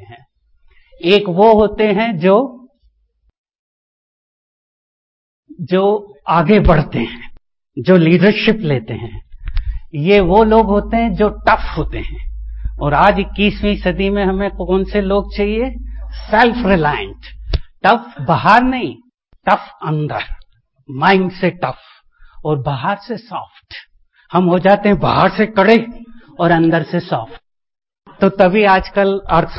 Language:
Hindi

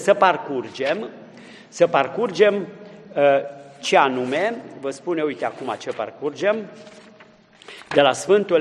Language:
Romanian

